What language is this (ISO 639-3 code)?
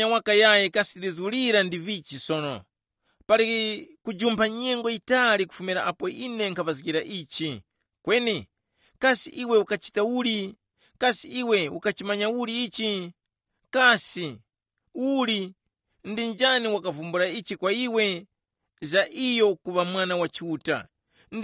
tum